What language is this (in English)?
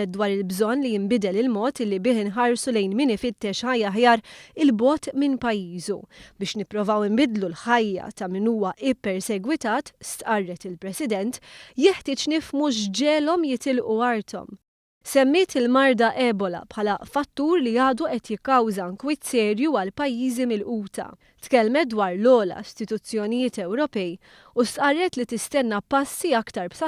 Maltese